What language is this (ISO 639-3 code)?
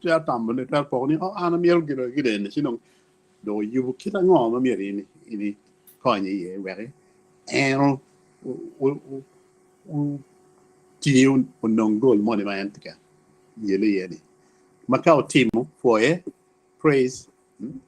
ach